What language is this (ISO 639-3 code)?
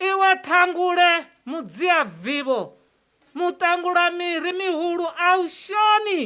ven